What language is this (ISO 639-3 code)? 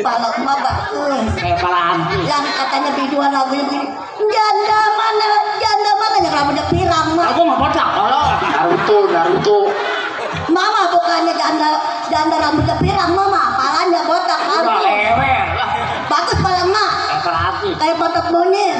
bew